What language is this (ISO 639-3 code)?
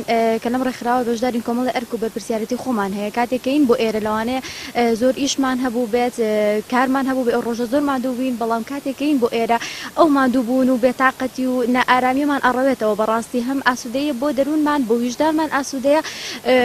ckb